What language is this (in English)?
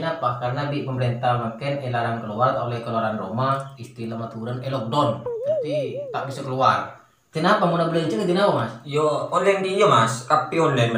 Madurese